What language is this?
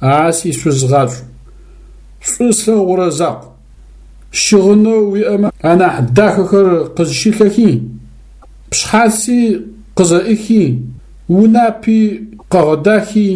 Adyghe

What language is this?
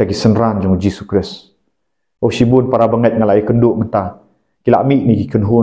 Khasi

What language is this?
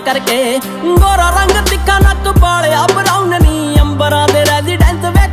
Punjabi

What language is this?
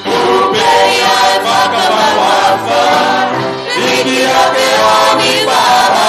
Tongan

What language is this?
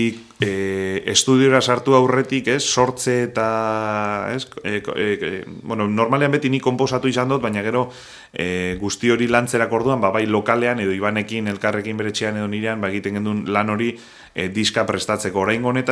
Basque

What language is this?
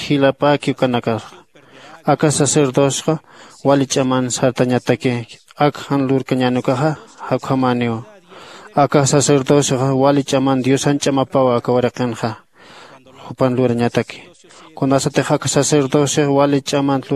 Aymara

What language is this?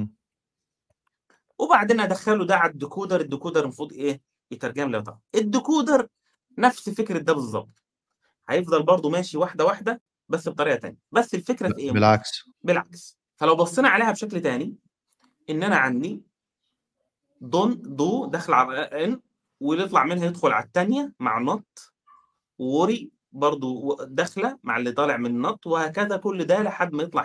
Egyptian Arabic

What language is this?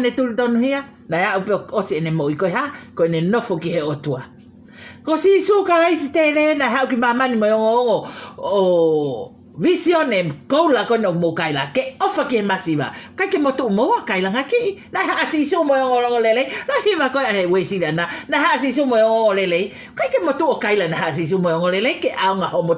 Tongan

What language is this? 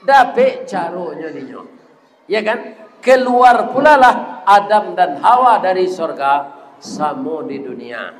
Minangkabau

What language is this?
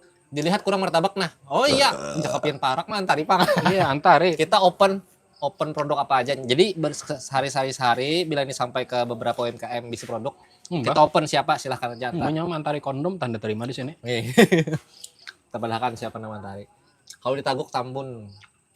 Banjar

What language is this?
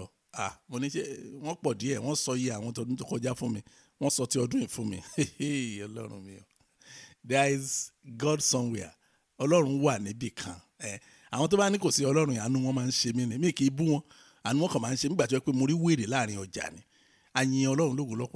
Yoruba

